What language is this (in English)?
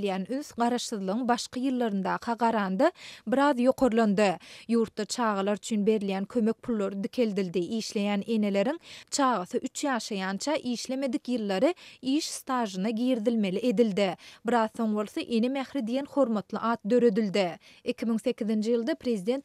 Turkmen